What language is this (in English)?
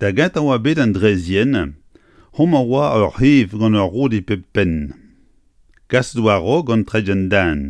Breton